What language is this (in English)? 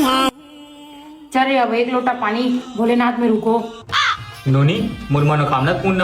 Chhattisgarhi